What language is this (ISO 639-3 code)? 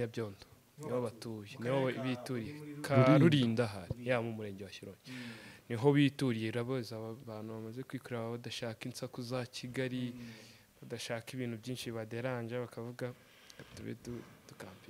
kin